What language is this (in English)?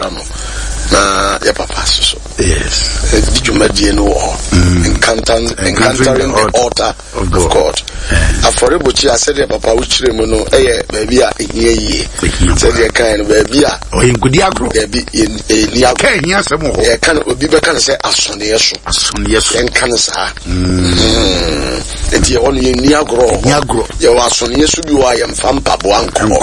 Akan